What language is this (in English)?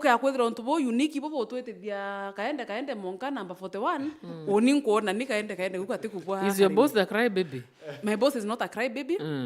Meru